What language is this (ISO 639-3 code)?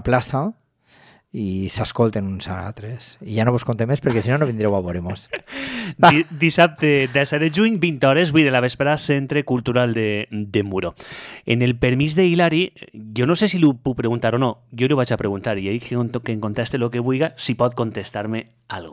cat